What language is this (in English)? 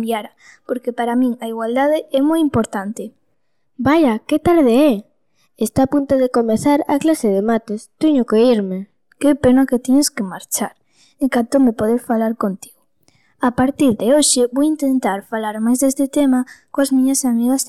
Galician